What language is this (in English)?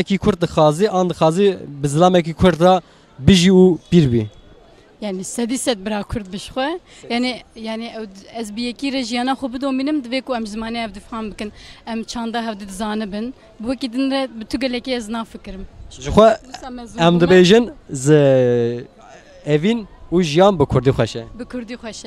Kurdish